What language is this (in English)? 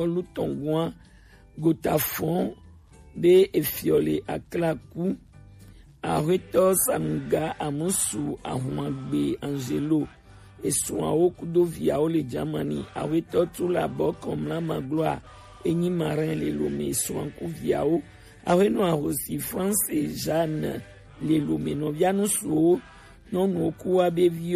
Gen